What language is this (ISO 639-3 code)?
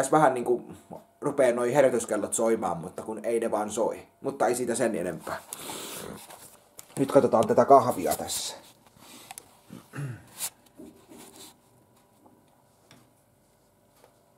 fin